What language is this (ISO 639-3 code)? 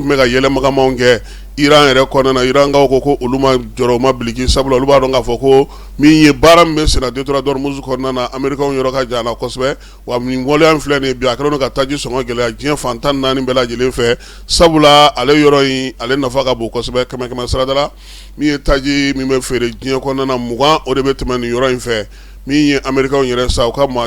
bam